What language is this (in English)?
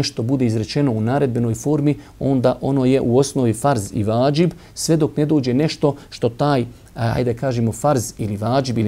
Bosnian